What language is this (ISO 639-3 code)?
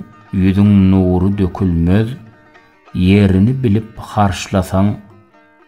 tuk